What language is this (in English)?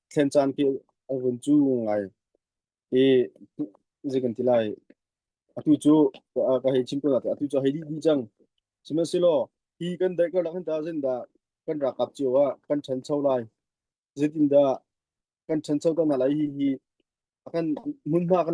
Hakha Chin